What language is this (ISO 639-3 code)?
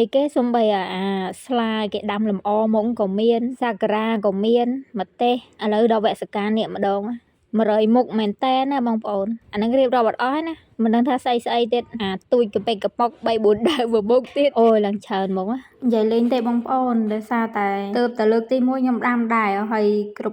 khm